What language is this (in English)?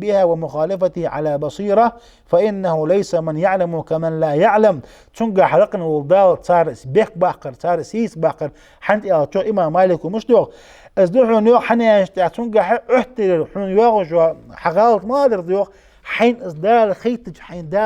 Ingush